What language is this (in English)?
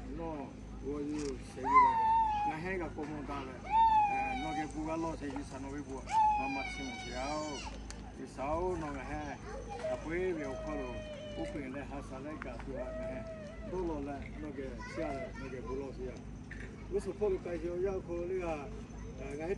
Lahu